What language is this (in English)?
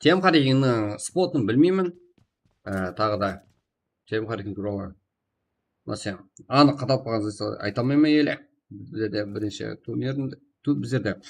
Kara-Kalpak